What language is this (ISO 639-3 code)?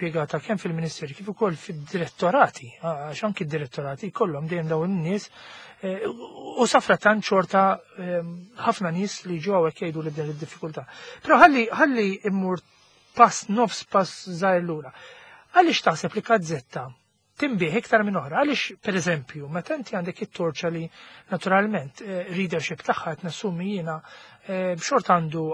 mlt